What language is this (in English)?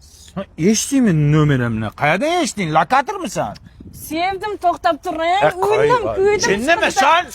Uzbek